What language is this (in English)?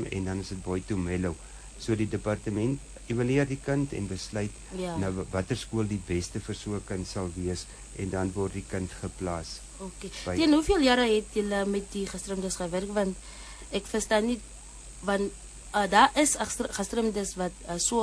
Afrikaans